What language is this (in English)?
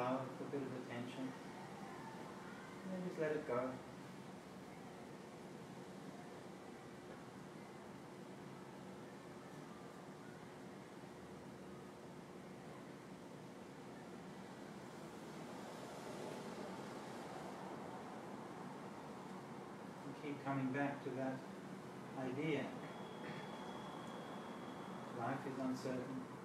English